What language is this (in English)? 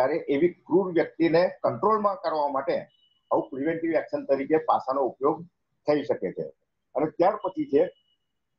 Gujarati